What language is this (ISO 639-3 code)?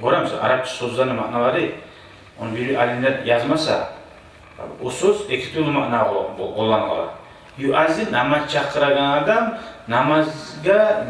kum